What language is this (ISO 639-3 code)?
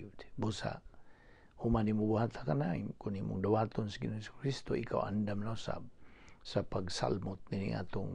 ceb